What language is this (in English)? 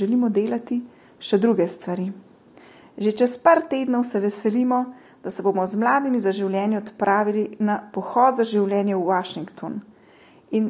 Slovenian